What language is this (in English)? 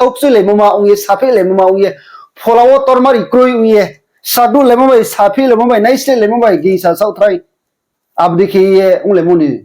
Riang (India)